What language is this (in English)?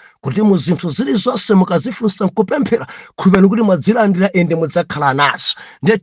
Nyanja